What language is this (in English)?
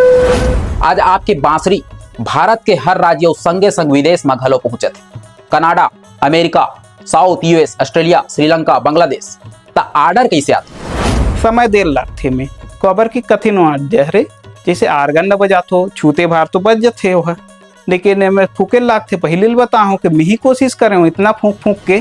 Chhattisgarhi